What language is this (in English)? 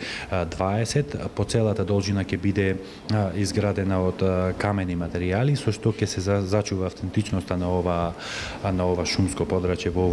Macedonian